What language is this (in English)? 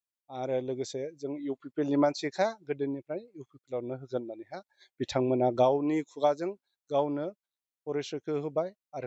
Bodo